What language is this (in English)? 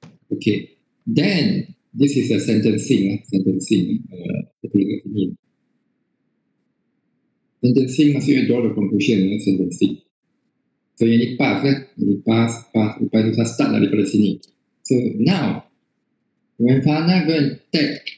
Malay